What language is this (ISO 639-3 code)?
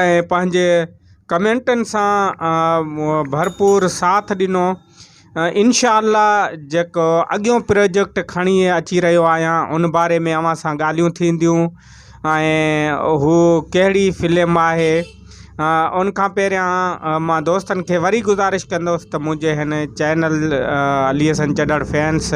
snd